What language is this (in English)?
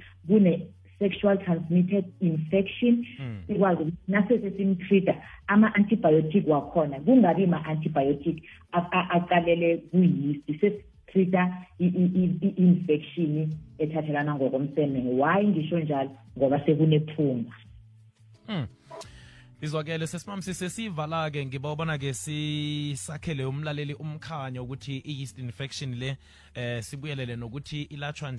South Ndebele